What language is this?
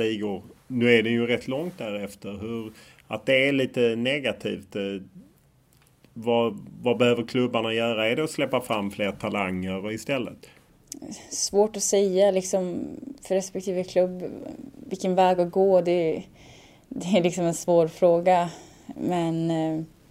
Swedish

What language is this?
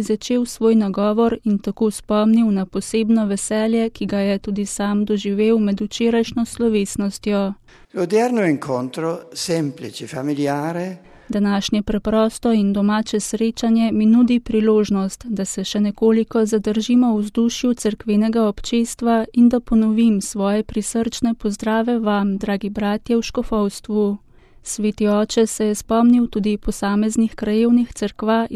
Slovenian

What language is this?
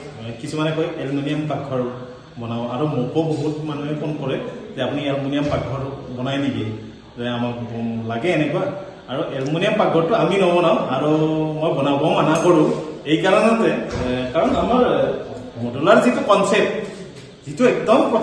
Assamese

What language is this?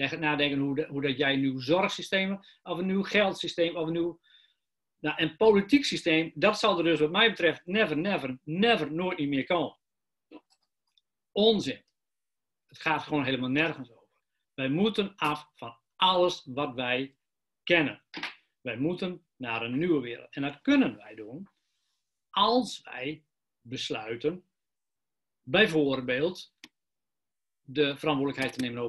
Dutch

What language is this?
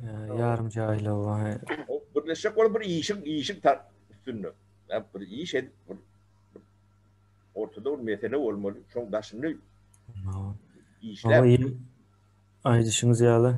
Turkmen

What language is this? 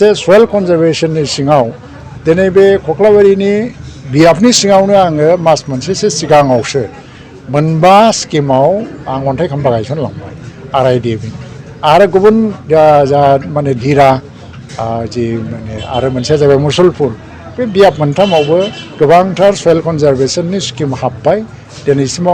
Bodo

